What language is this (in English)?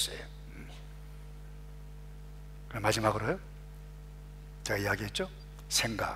Korean